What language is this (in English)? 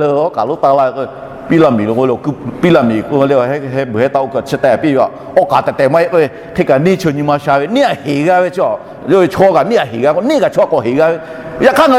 Lahu